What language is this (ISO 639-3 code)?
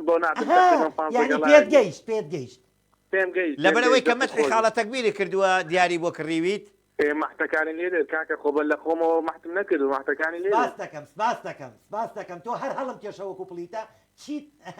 ckb